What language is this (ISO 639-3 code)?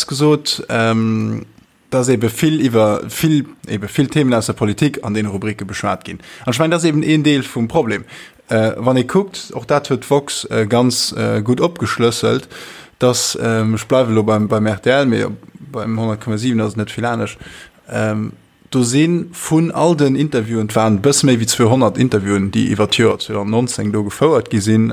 ltz